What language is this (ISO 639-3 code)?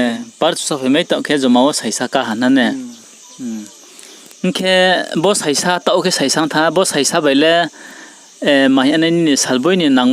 ria